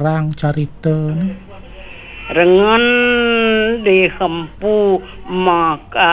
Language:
Balinese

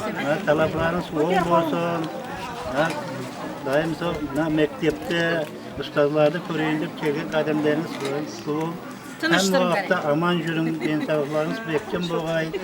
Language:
Kara-Kalpak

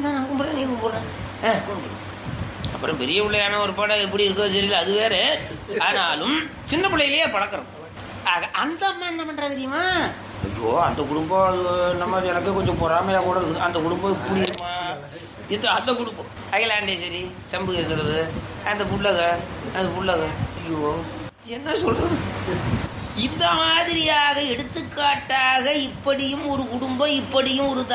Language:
Tamil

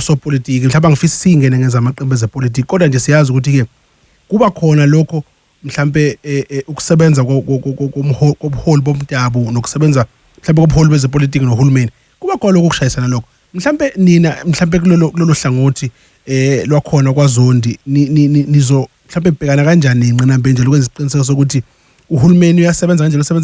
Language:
Zulu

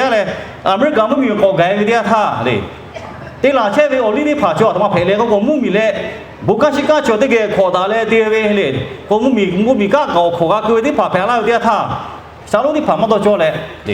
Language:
Lahu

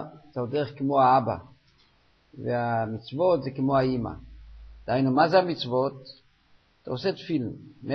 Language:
Hebrew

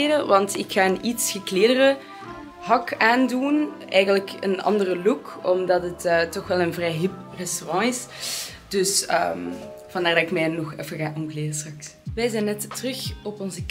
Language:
Dutch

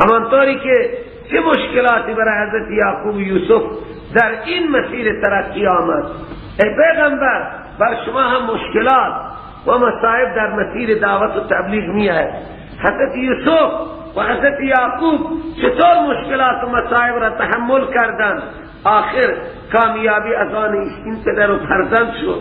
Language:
Persian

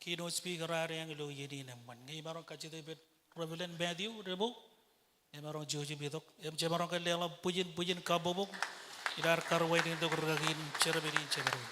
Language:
Marshallese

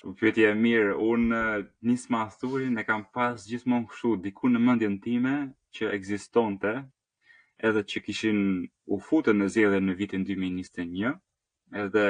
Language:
Albanian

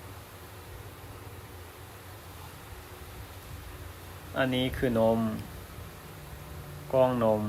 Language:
Lao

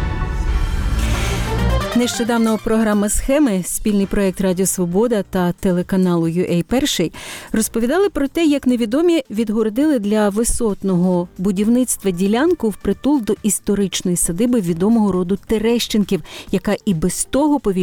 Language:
Ukrainian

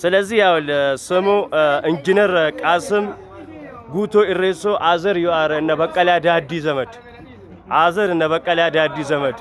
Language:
Amharic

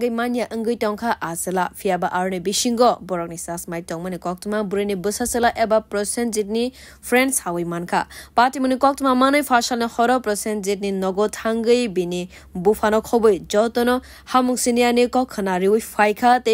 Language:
Kok Borok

